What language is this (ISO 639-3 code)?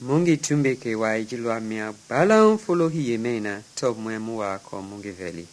men